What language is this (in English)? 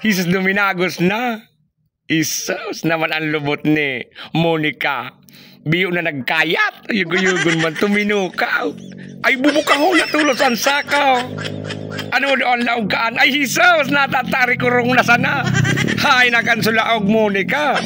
Bikol